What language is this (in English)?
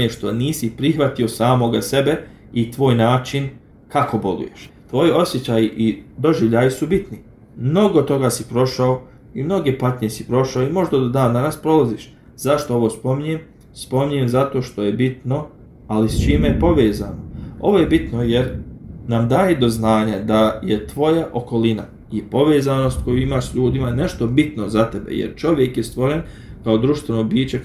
Bosnian